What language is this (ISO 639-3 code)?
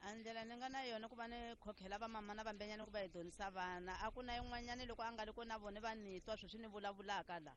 tso